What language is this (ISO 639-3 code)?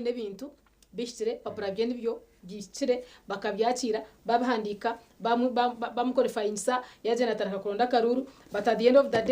nyn